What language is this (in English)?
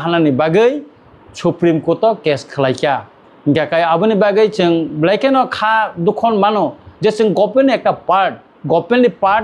Kok Borok